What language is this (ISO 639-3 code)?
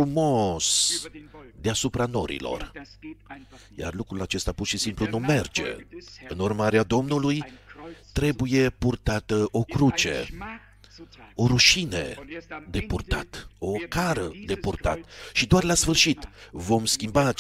ron